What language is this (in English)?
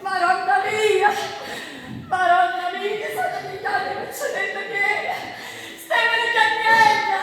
Neapolitan